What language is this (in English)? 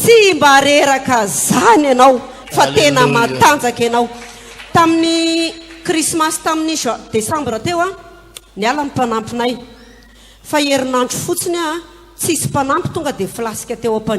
Malagasy